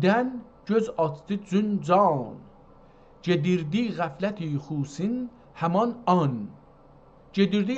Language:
South Azerbaijani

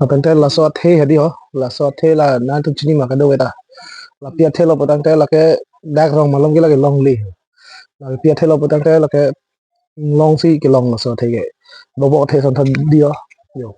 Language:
Karbi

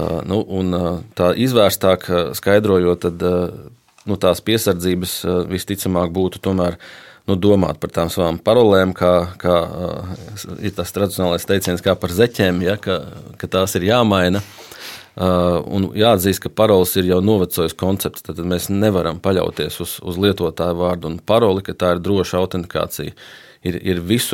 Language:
Latvian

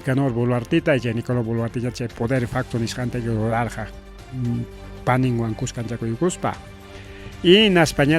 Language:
Ayacucho Quechua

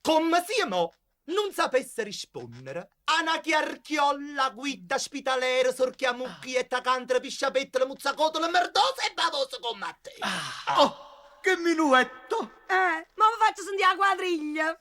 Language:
Neapolitan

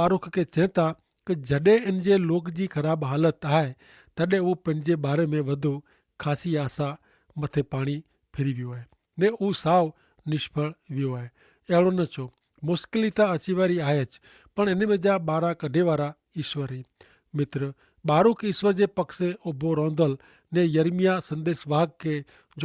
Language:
Kachhi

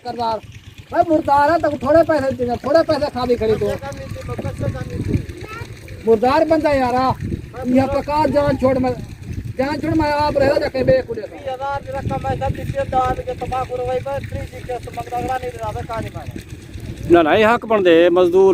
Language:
Saraiki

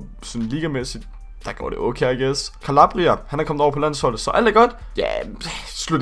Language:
Danish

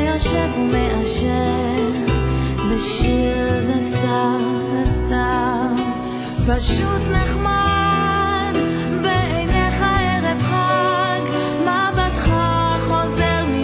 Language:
Hebrew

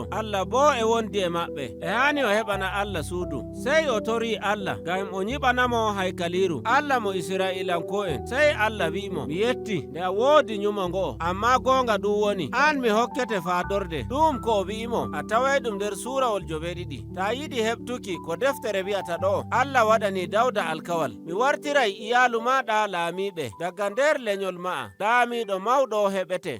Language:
Nigerian Fulfulde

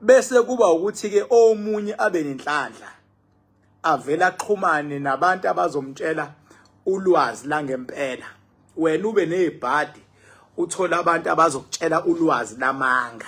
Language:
Zulu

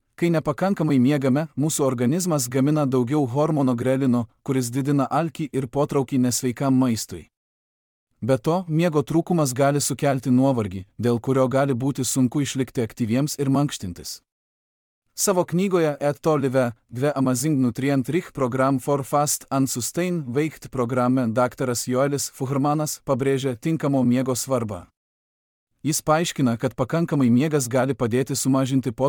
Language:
Lithuanian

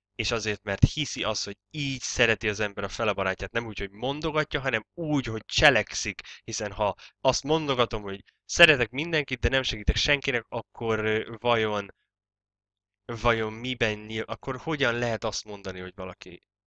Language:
Hungarian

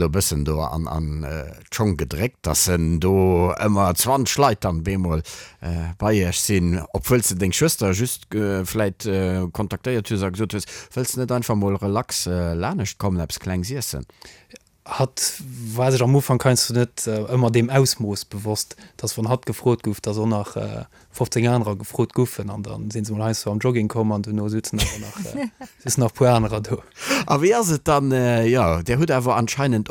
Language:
Luxembourgish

